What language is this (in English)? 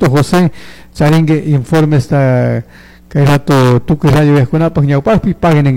Chimborazo Highland Quichua